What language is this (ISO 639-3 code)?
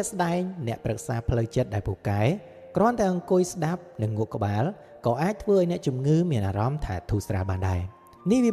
khm